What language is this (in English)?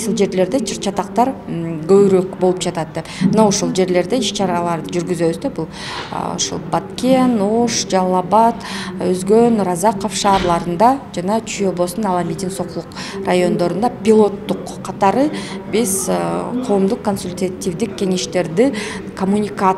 Kyrgyz